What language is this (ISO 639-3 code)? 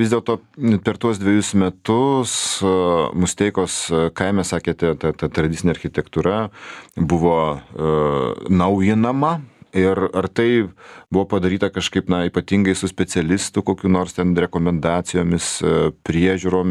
lit